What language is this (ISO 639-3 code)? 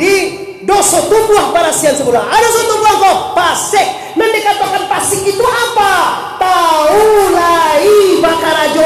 min